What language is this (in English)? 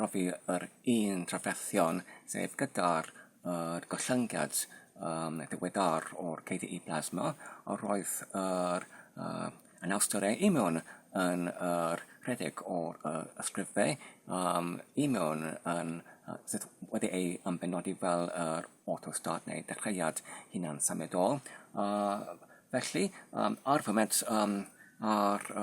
Welsh